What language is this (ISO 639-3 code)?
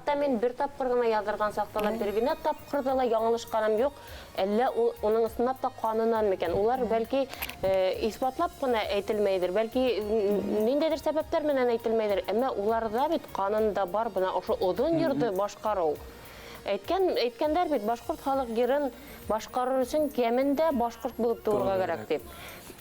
bak